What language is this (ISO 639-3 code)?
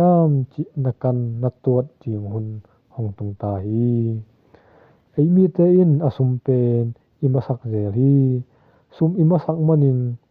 ctd